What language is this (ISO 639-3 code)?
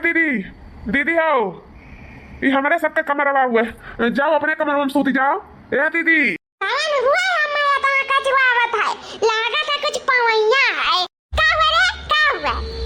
awa